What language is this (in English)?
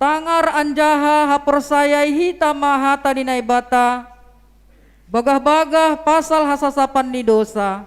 Batak Simalungun